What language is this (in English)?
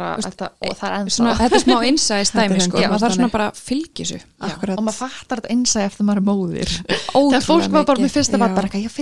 Icelandic